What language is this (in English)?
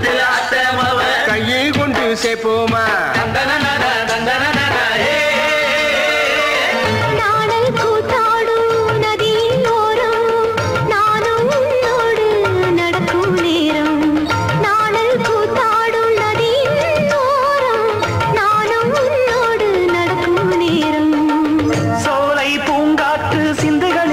Tamil